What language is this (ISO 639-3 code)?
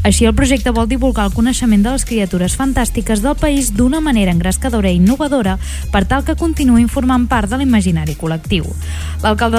cat